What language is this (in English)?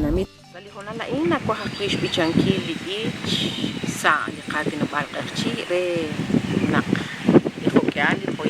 Kekchí